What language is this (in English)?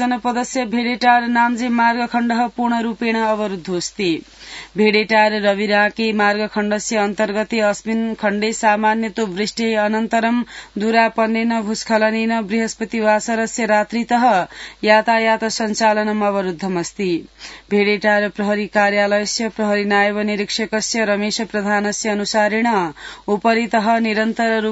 Sanskrit